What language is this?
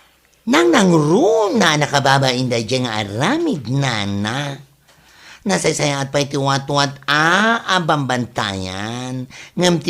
Iloko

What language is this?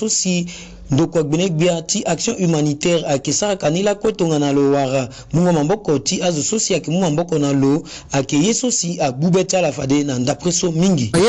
Sango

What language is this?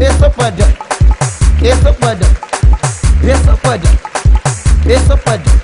Kabuverdianu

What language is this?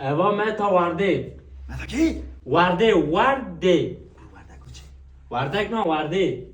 Kurdish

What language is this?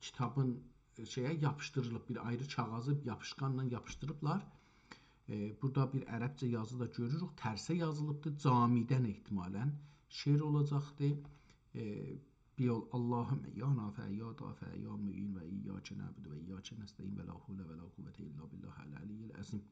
South Azerbaijani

